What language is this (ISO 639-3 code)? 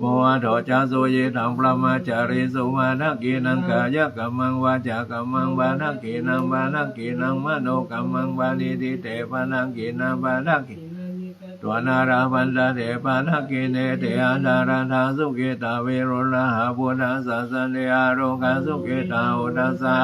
pli